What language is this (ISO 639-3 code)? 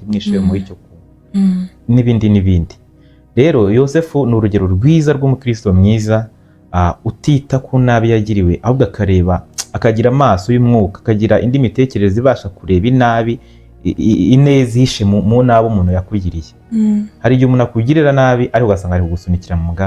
kin